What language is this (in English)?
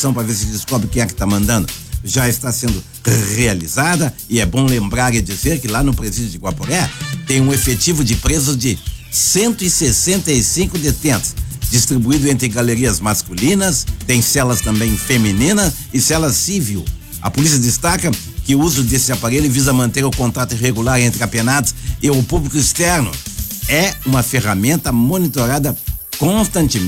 Portuguese